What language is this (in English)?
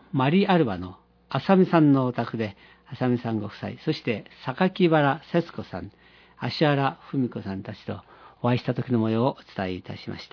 Japanese